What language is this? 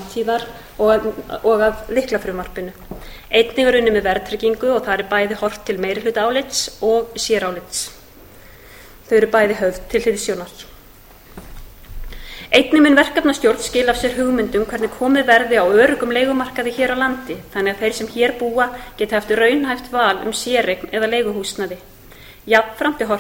Icelandic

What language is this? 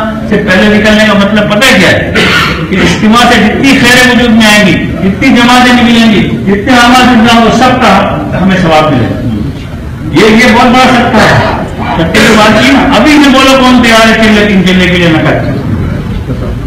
Urdu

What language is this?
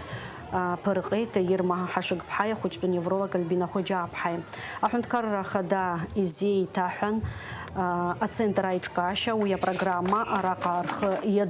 Abkhazian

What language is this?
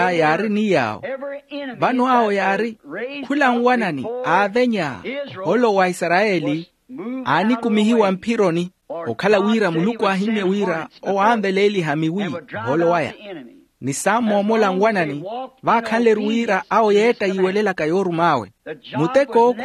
Makhuwa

